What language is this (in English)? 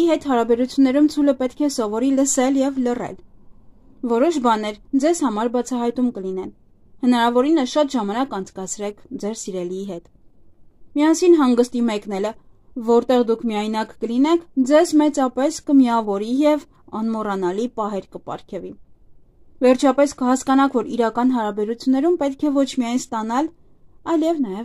Armenian